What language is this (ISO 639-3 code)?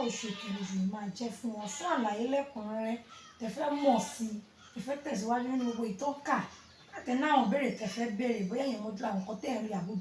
yor